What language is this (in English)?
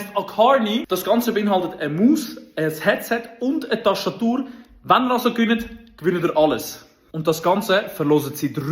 Swiss German